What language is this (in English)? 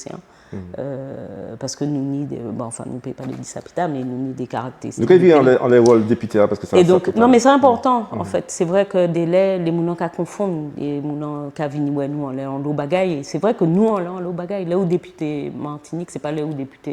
Guadeloupean Creole French